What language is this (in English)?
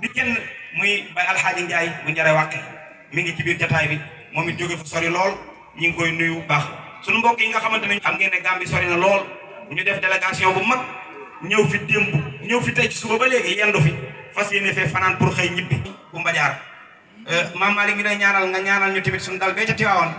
Wolof